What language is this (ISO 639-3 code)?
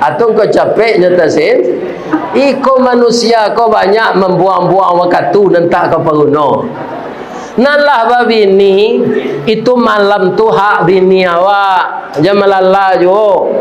min